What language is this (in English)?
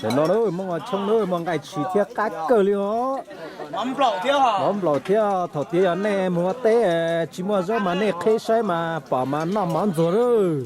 Hmong